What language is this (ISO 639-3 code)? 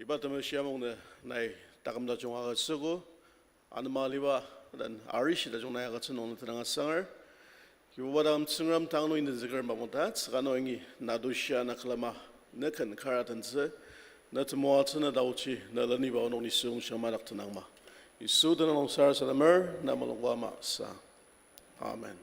njo